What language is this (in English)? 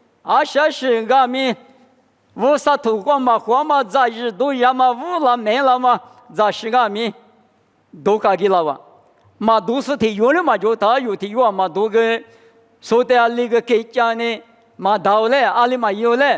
Lisu